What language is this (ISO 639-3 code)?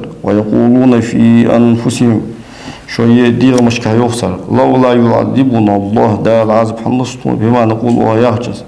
inh